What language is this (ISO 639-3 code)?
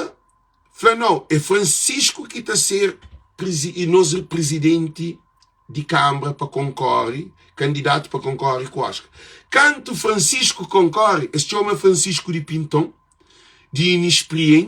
kea